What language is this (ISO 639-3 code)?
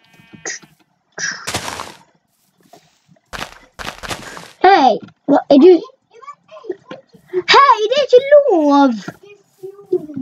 nor